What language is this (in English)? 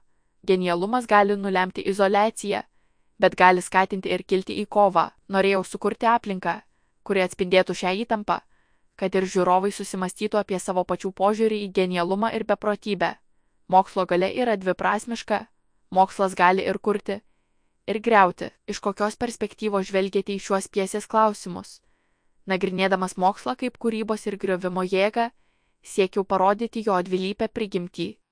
Lithuanian